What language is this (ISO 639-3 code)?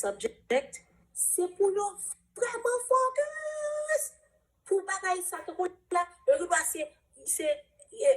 hat